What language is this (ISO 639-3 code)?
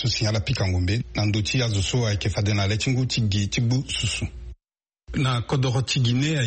sag